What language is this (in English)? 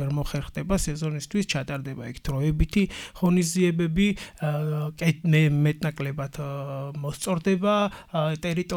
Georgian